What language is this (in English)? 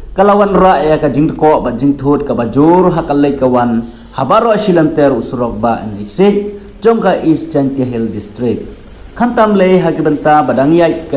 Khasi